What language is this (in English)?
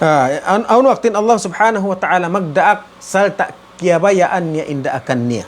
Tausug